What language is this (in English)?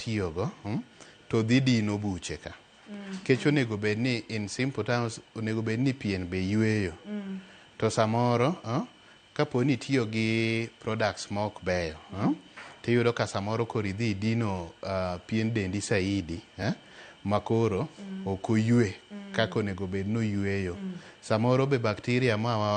Luo (Kenya and Tanzania)